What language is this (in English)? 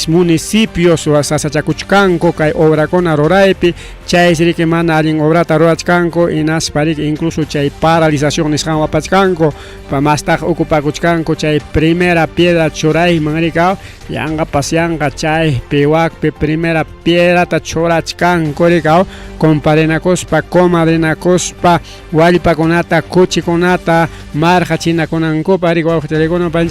Ayacucho Quechua